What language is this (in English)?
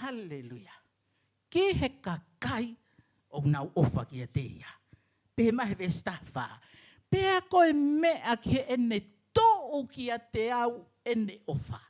Tongan